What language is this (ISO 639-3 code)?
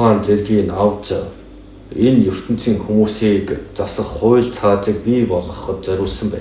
mon